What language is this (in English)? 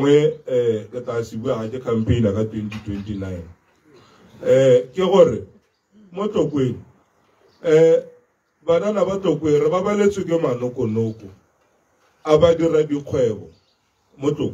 Tswana